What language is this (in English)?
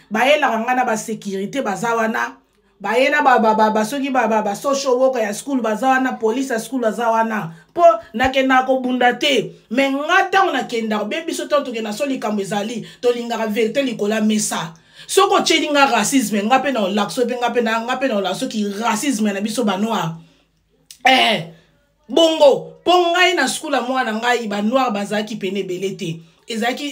Lingala